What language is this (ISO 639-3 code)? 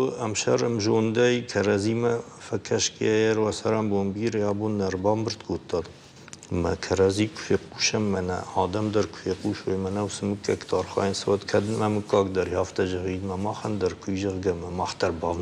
oss